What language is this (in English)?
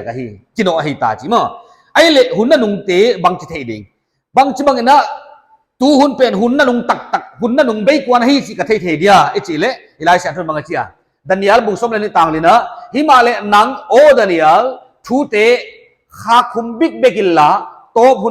Paite Chin